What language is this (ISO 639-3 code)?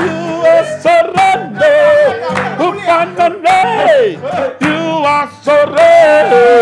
fij